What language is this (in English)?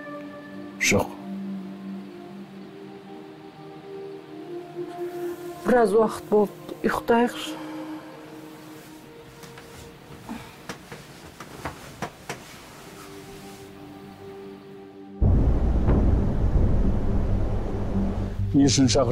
Kazakh